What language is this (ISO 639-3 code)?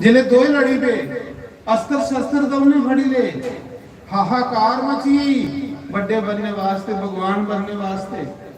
doi